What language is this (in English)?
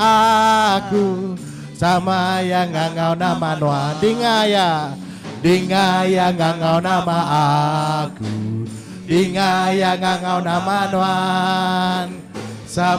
Iban